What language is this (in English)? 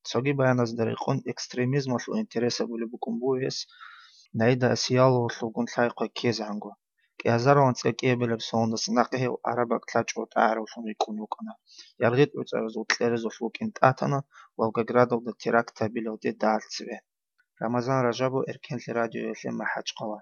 Avaric